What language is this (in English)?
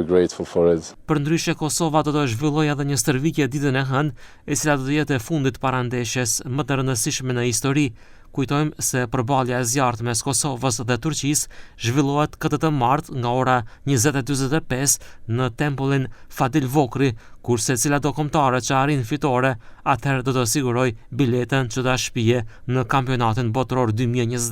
Albanian